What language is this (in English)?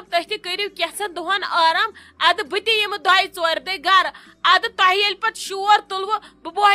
Kashmiri